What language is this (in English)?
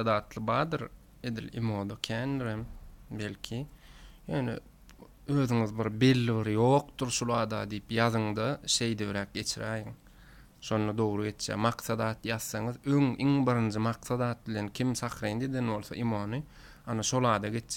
Turkmen